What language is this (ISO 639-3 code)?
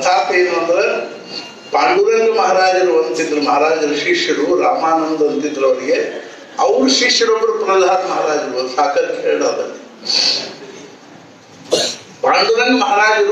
kan